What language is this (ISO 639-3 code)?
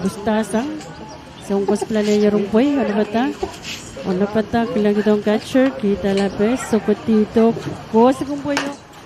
pon